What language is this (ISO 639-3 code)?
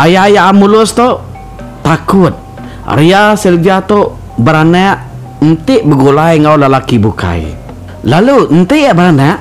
iba